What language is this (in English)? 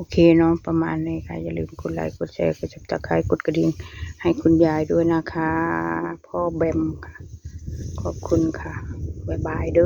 Northeastern Thai